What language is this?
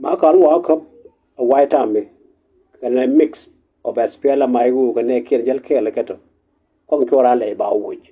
Nuer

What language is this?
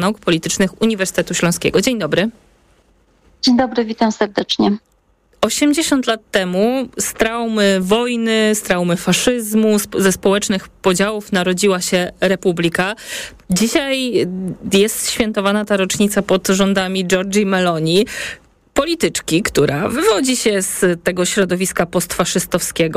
Polish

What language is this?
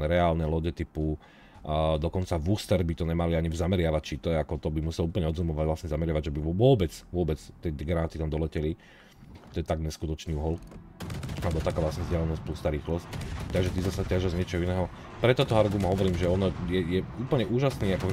Slovak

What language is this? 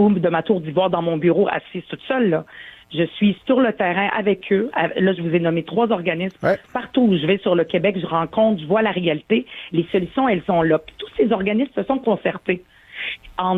French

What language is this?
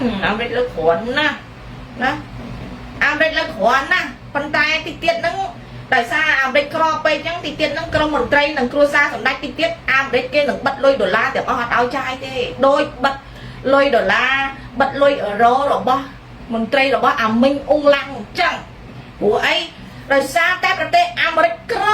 Khmer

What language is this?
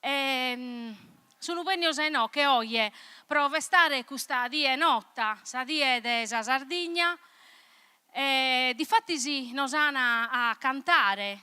Sardinian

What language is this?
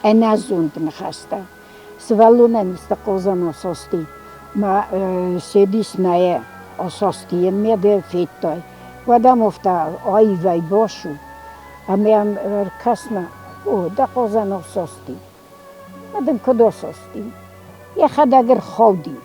Ossetic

